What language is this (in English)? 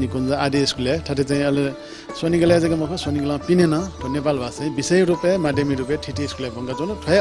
Newari